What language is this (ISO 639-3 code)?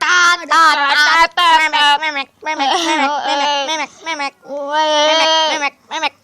bjn